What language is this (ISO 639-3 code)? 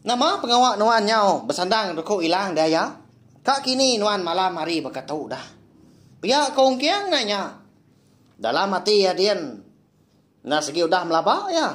iba